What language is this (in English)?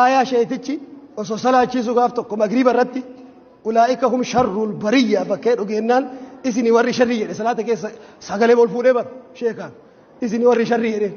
Oromo